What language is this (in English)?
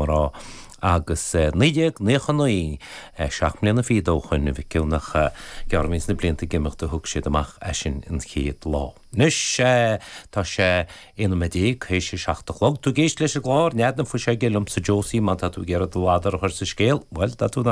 Irish